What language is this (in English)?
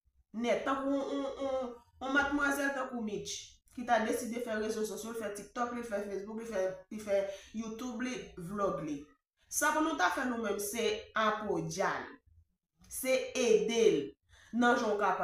Haitian Creole